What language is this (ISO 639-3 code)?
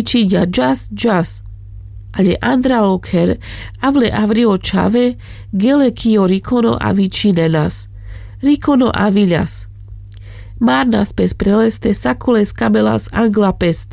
rmc